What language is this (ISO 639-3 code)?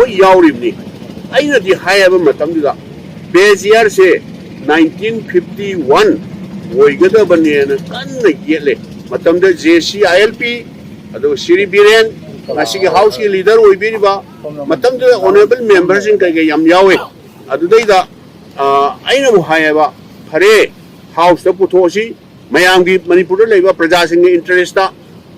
mni